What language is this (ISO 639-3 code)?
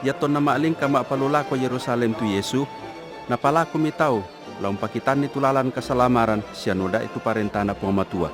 sda